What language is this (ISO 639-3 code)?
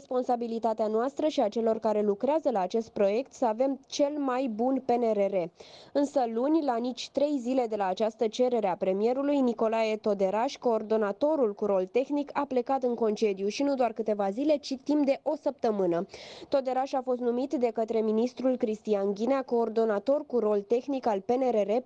ron